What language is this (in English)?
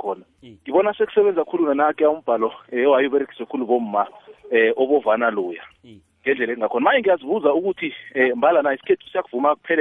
South Ndebele